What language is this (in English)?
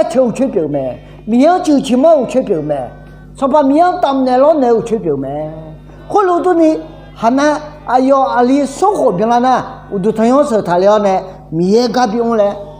Akha